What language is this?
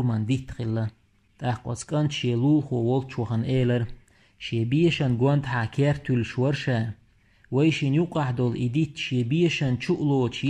Chechen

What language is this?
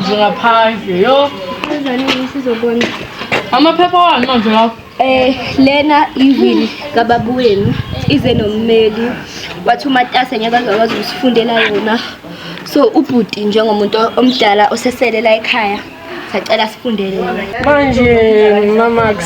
Zulu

